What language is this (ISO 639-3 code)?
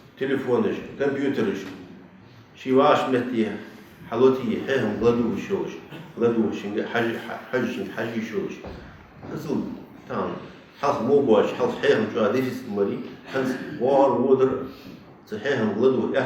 inh